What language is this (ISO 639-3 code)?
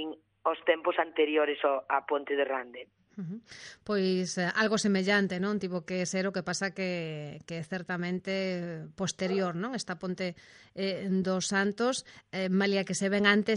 glg